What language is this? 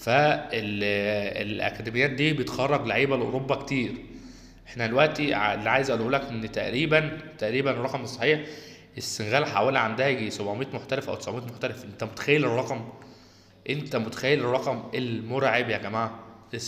Egyptian Arabic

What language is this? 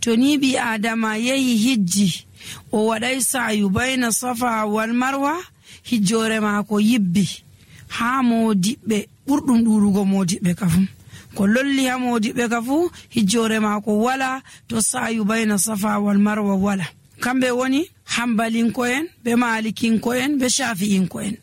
Fula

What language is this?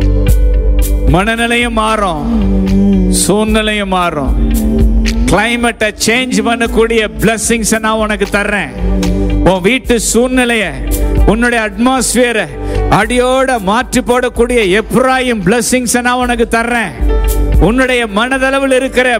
Tamil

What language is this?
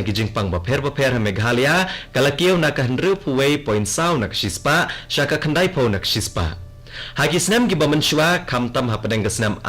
Khasi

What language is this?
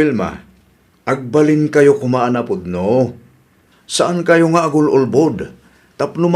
Iloko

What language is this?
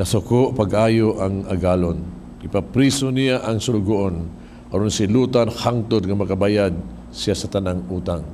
Cebuano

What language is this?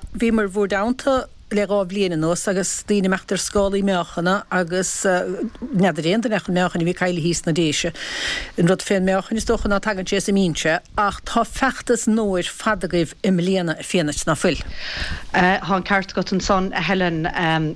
Irish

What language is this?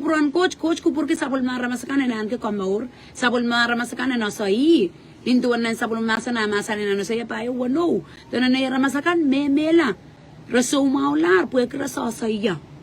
Pohnpeian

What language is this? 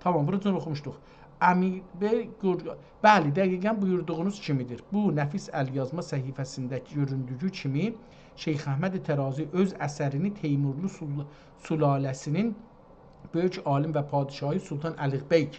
South Azerbaijani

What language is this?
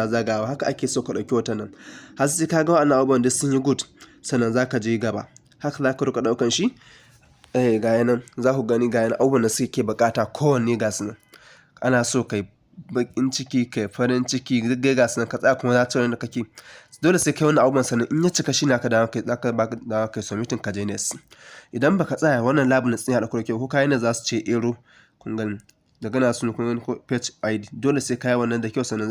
Hausa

